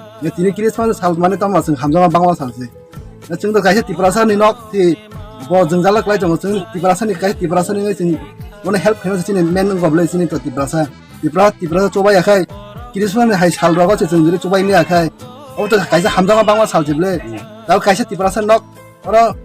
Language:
Kok Borok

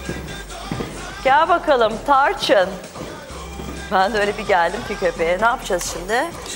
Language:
Turkish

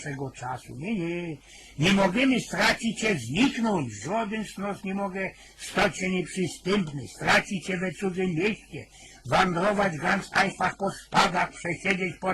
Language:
Silesian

